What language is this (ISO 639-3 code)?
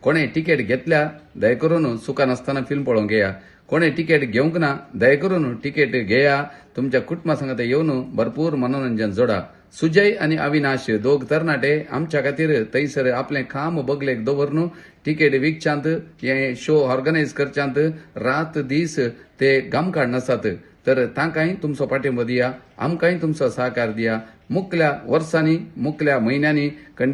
kok